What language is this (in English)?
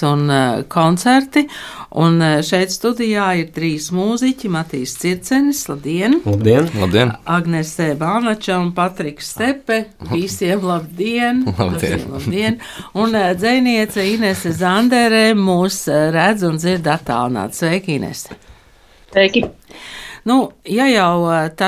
Latvian